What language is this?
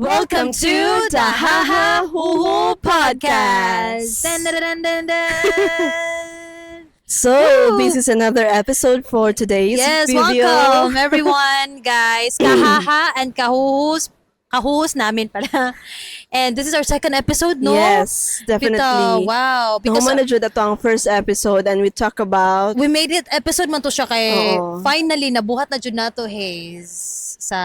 Cebuano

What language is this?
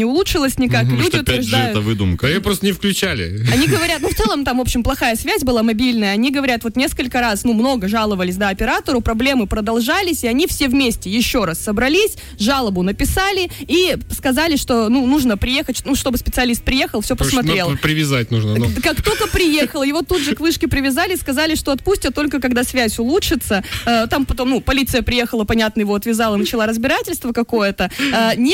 Russian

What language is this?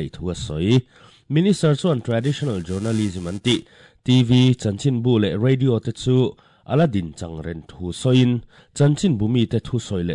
Mizo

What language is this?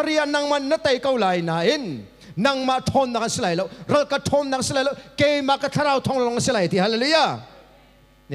Hakha Chin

